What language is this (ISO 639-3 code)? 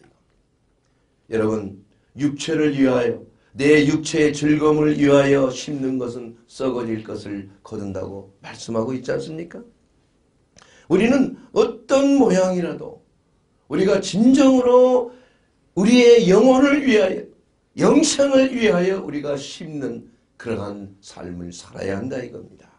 kor